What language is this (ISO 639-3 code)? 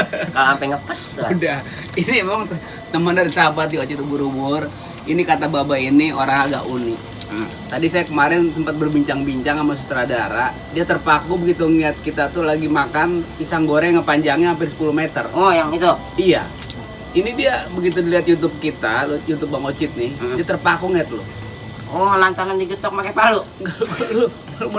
bew